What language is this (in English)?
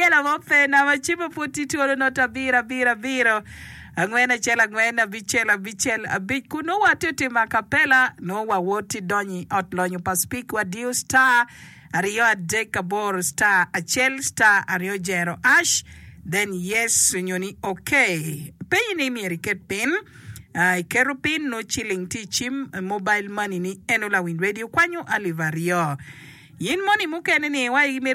Acoli